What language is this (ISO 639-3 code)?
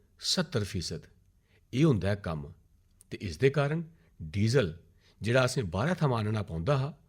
doi